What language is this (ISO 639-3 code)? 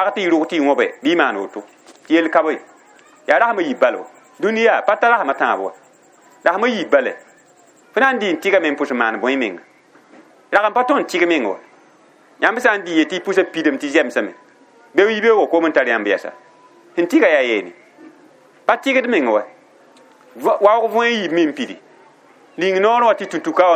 mos